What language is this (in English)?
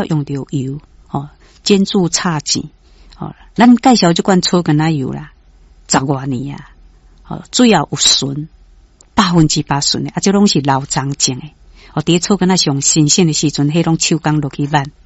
Min Nan Chinese